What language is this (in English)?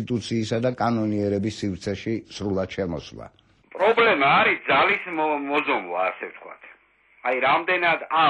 Georgian